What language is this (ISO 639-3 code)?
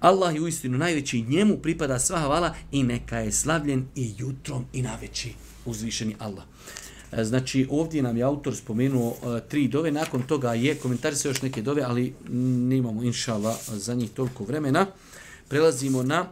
bos